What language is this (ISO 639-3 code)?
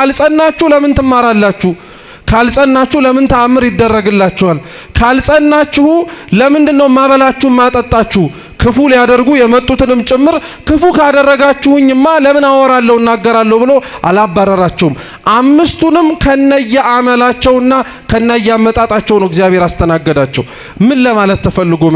amh